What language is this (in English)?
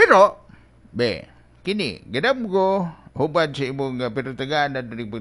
Cebuano